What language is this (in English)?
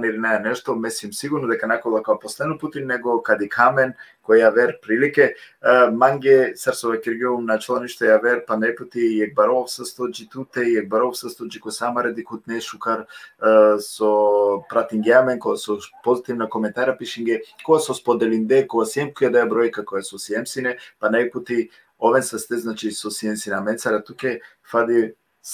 Balkan Romani